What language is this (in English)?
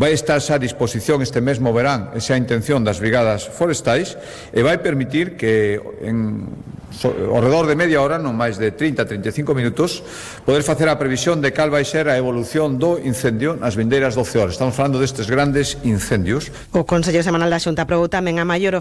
Galician